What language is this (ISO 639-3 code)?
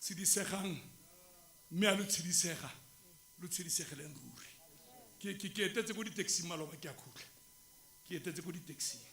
tsn